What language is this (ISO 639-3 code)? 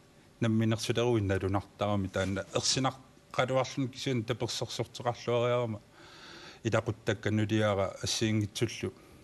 kal